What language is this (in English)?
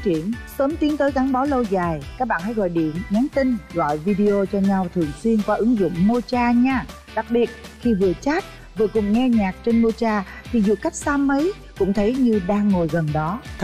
Vietnamese